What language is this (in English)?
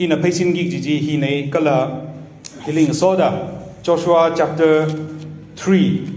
Tangkhul Naga (India)